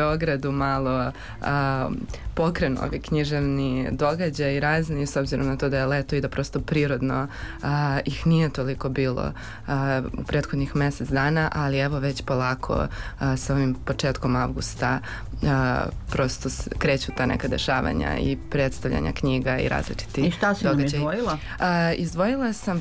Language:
Serbian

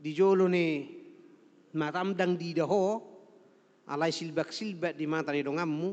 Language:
Batak Toba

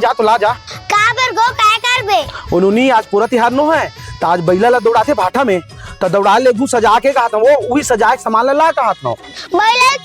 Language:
Chhattisgarhi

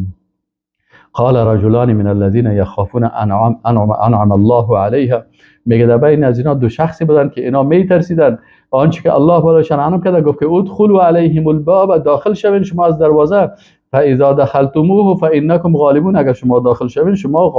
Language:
Persian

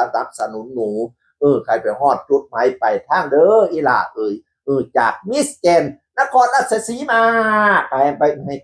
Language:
Northeastern Thai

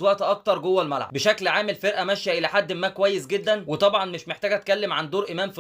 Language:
Egyptian Arabic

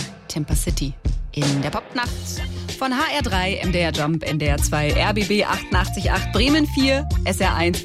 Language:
German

